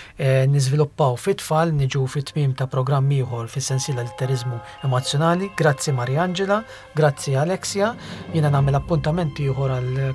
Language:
Maltese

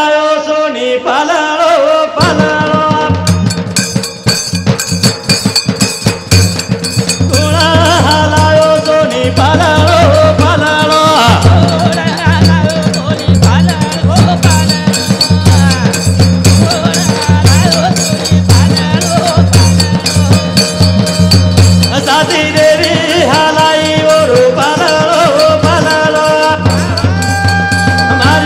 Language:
Lambadi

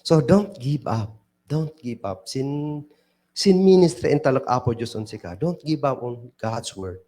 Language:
Kankanaey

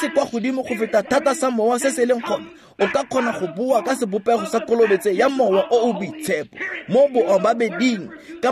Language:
Tswana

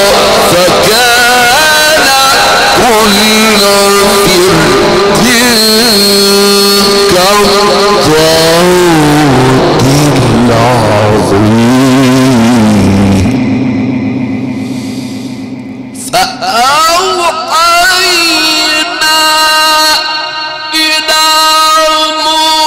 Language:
Arabic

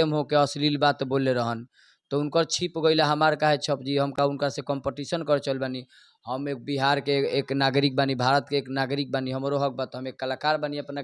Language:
Bhojpuri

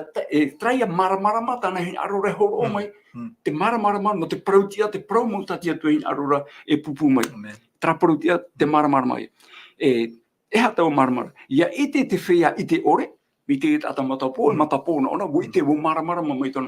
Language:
Tahitian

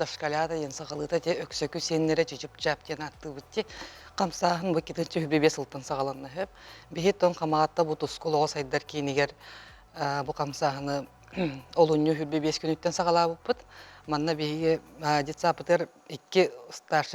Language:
Yakut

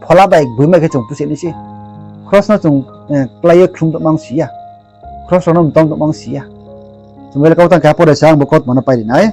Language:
Riang (India)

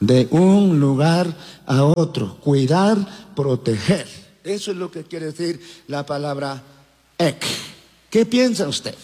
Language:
Chimborazo Highland Quichua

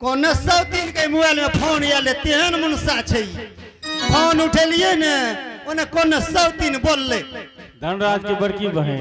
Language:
Angika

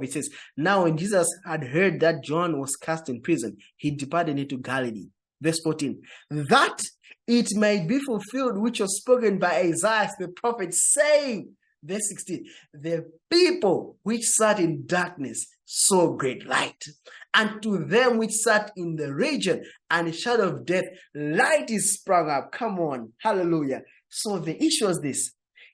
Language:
English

